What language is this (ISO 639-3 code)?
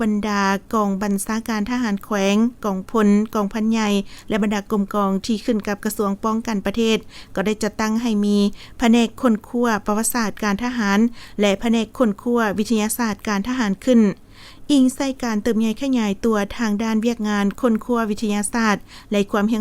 lao